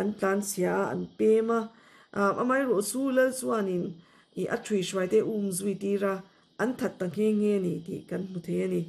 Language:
Mizo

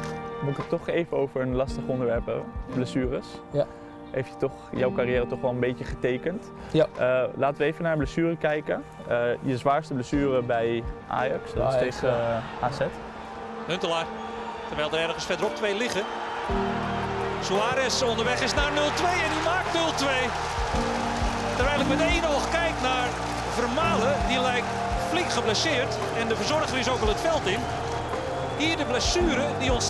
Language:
Dutch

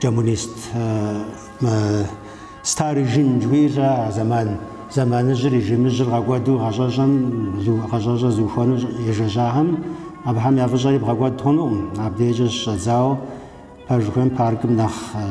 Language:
Kabardian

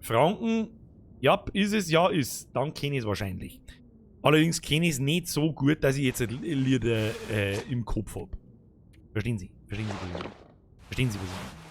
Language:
Bavarian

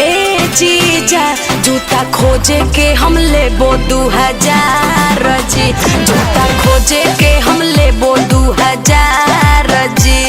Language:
Magahi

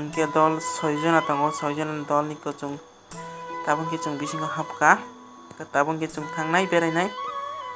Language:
Kok Borok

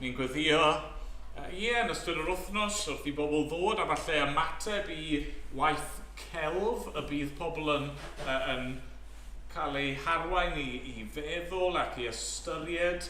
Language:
Welsh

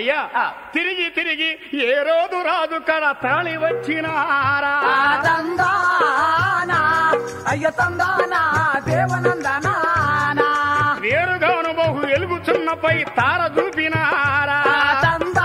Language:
Telugu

